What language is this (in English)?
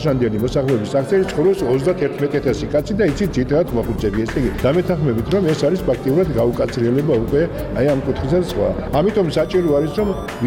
Georgian